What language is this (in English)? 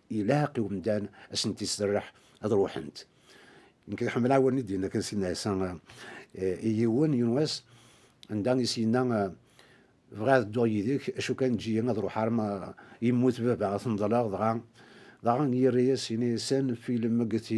Kabyle